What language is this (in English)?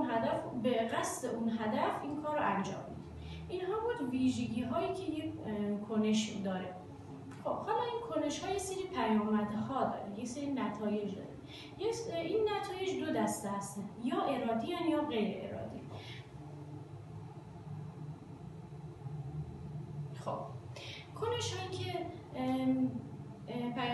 Persian